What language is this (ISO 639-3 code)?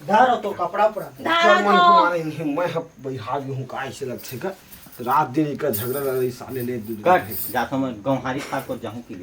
hne